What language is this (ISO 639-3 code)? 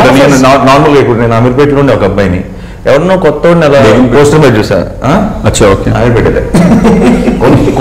tel